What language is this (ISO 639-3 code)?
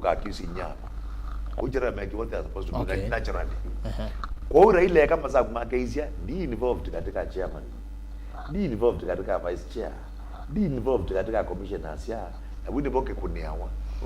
kam